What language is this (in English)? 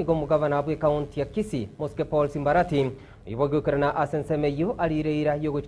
Gusii